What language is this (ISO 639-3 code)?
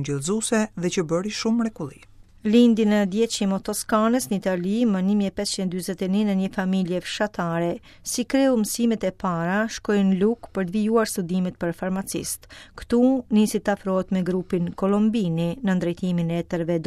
sqi